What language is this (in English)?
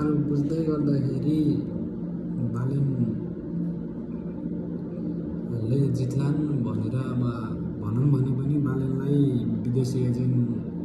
Nepali